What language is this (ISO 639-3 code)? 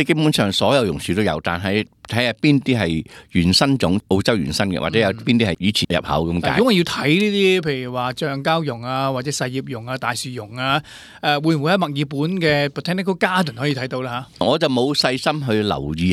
yue